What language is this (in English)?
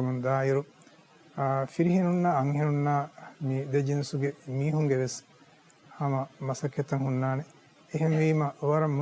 Divehi